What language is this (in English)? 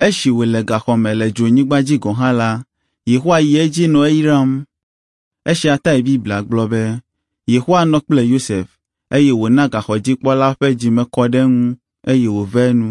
Ewe